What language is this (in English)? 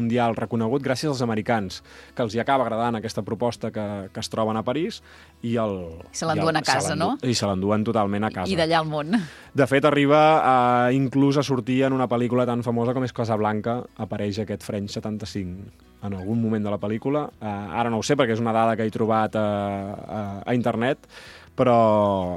Catalan